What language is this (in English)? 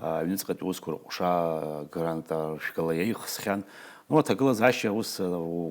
Abkhazian